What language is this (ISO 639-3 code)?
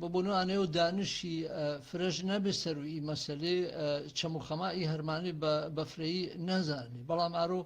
hac